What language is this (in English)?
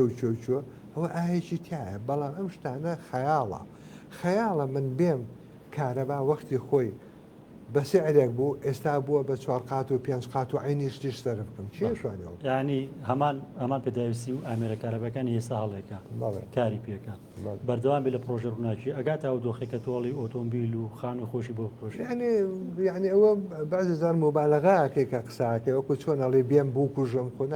Central Kurdish